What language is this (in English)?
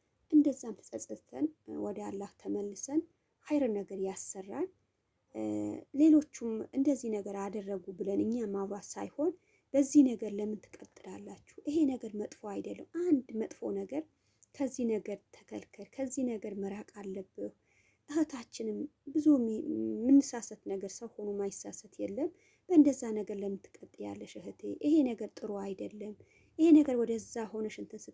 Amharic